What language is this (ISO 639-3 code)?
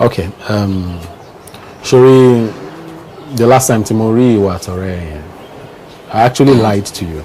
yor